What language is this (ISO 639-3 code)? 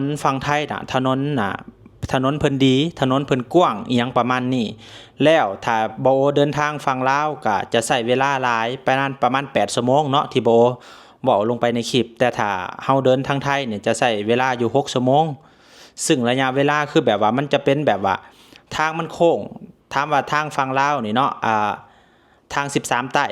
lao